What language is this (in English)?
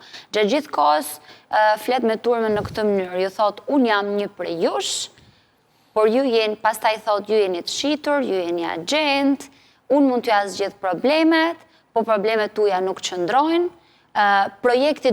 Albanian